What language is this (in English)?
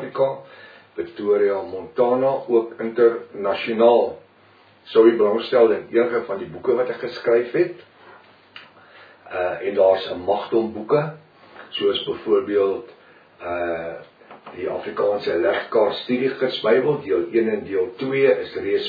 Afrikaans